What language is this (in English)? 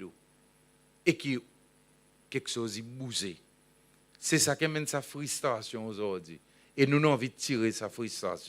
Seselwa Creole French